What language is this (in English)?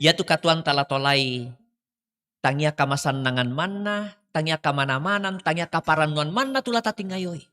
Toraja-Sa'dan